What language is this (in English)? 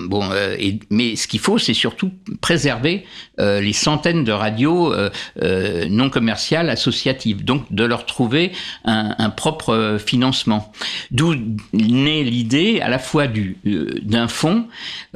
French